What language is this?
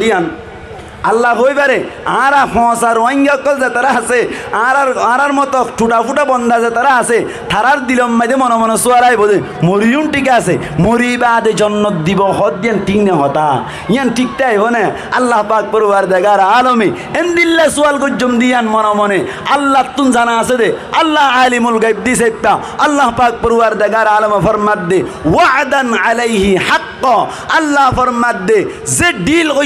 Rohingya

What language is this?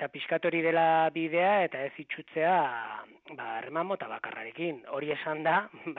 Basque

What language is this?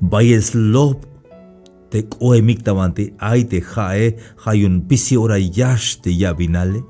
Tzeltal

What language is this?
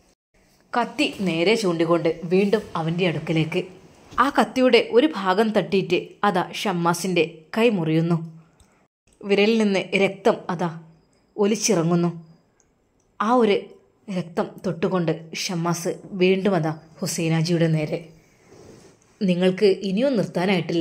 Malayalam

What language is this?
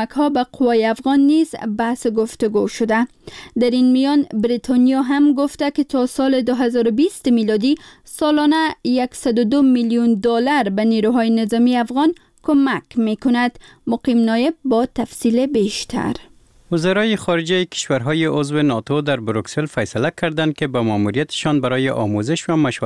Persian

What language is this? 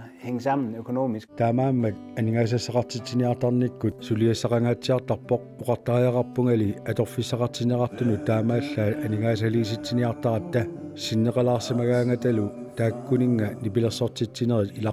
Kalaallisut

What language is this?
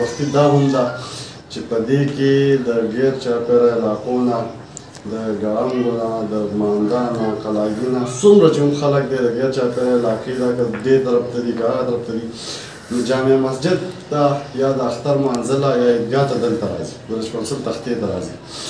Pashto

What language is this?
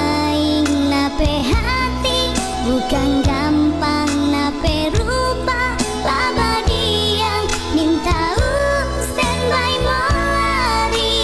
Manado Malay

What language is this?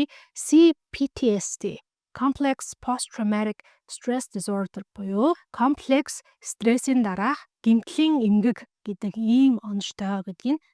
Mongolian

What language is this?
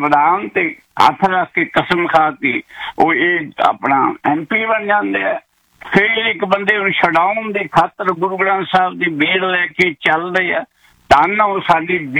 Punjabi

